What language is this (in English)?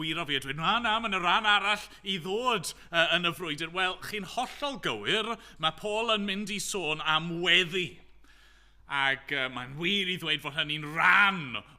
Welsh